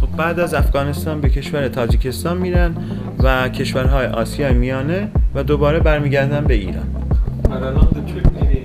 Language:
Persian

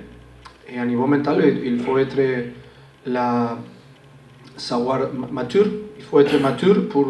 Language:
French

